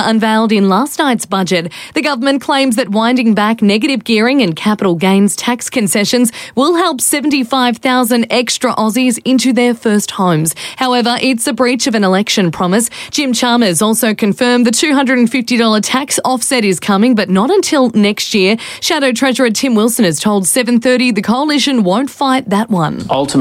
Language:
English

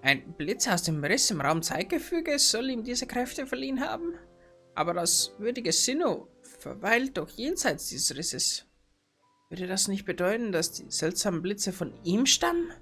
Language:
Bavarian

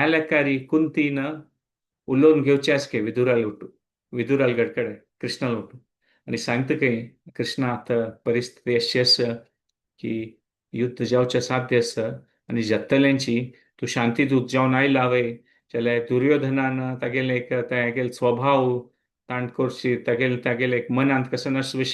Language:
Konkani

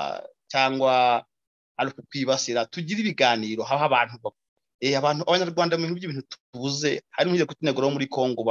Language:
Kinyarwanda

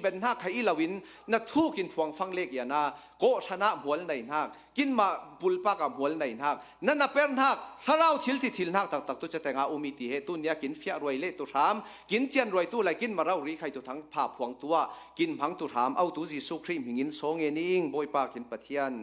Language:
Hakha Chin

